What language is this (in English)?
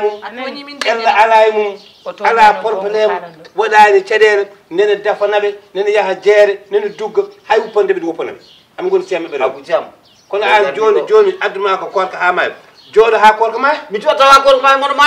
Fula